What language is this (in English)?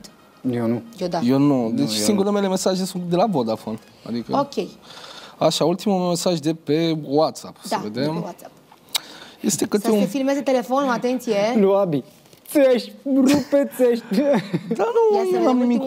Romanian